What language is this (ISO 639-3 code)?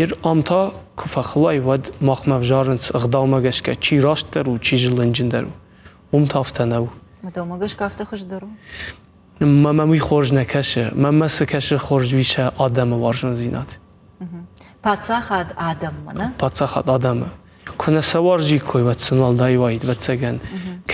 oss